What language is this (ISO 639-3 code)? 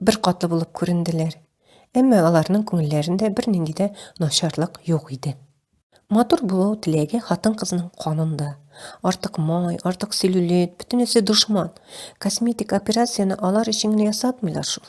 tat